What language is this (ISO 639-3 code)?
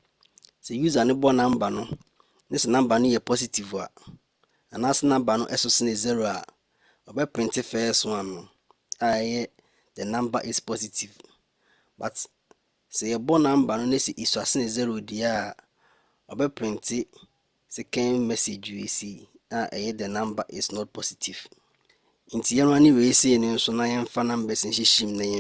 aka